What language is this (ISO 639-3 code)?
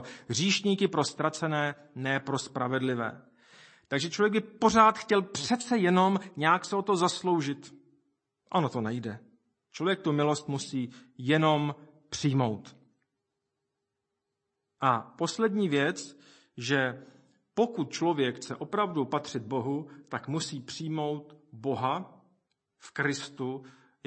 ces